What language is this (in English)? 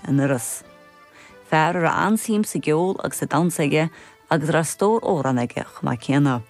Irish